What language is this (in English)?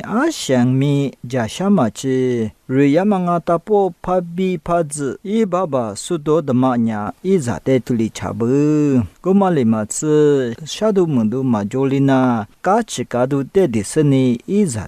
Lisu